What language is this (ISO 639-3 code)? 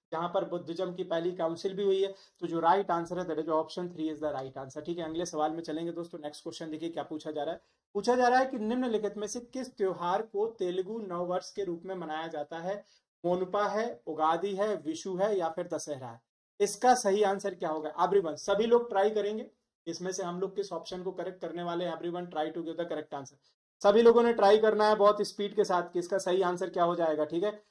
hin